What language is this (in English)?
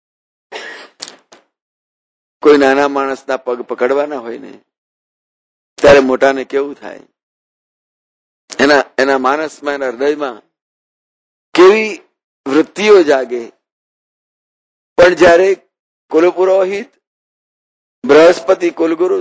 Gujarati